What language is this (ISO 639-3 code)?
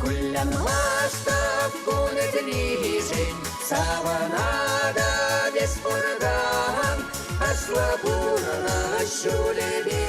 chv